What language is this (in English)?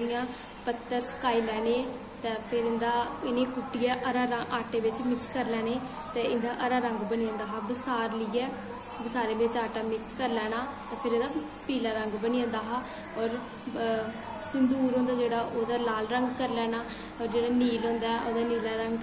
Dogri